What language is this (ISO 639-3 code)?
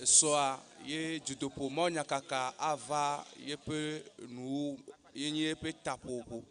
ewe